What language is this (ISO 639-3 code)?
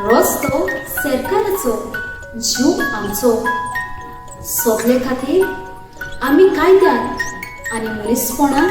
kok